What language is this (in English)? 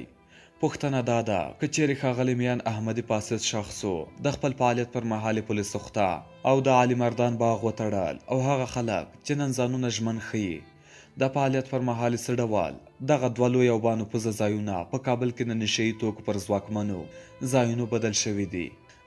Pashto